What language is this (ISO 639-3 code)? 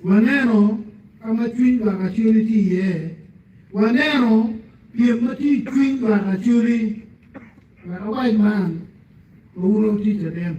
ach